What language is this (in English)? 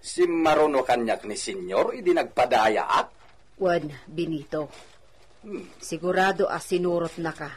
Iloko